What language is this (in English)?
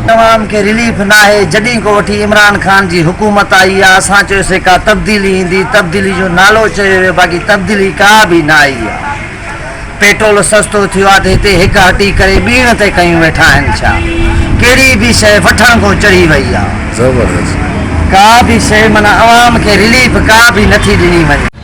Sindhi